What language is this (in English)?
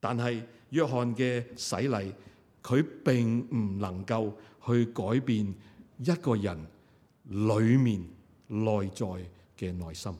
Cantonese